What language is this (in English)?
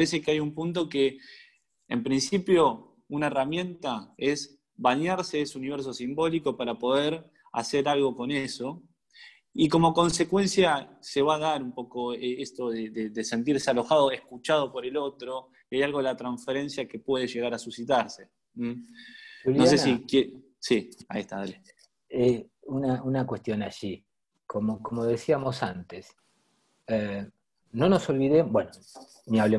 Spanish